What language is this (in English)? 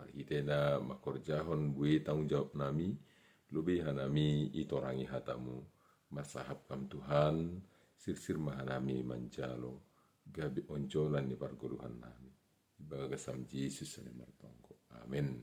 Batak Simalungun